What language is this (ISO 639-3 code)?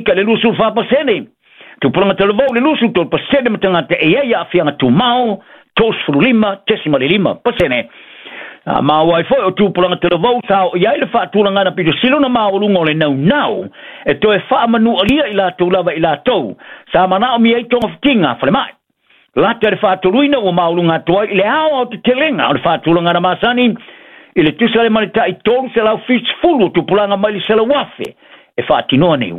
smo